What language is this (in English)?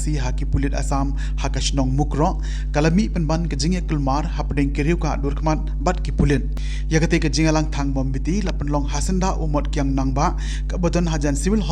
Khasi